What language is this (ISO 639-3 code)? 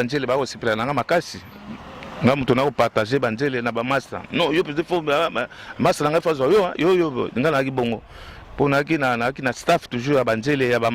lin